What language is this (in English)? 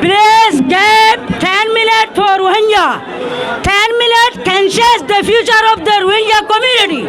Rohingya